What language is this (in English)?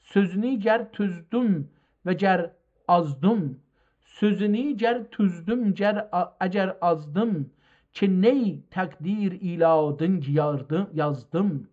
South Azerbaijani